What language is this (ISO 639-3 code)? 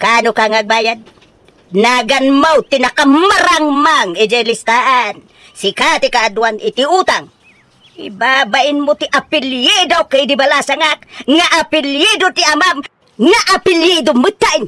ilo